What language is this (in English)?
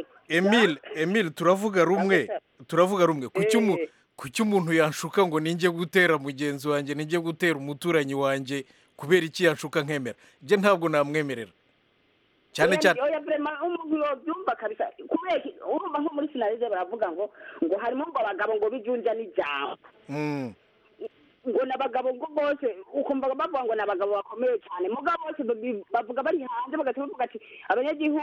Kinyarwanda